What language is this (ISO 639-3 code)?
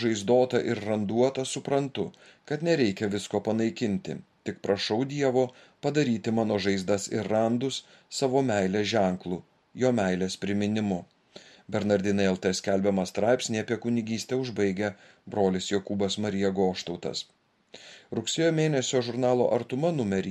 lit